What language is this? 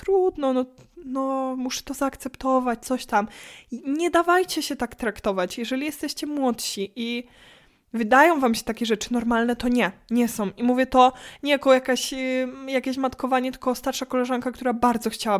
Polish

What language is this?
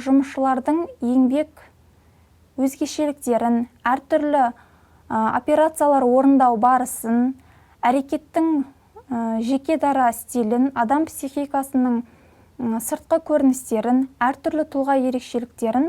Kazakh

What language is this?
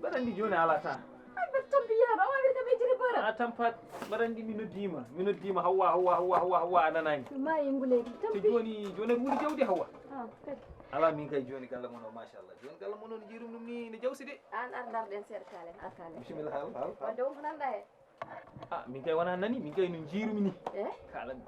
Fula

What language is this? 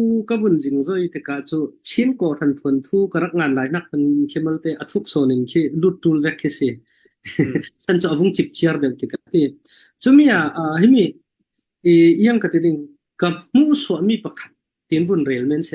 Falam Chin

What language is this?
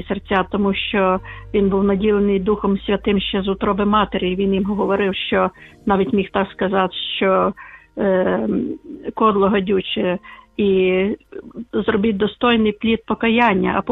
Ukrainian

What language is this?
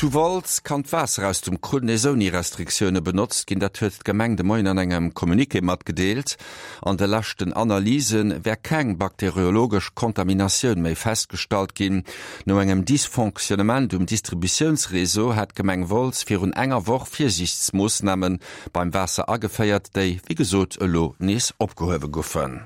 Luxembourgish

